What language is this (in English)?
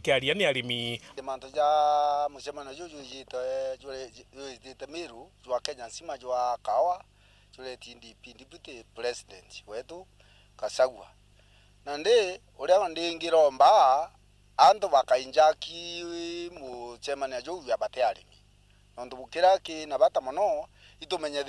Meru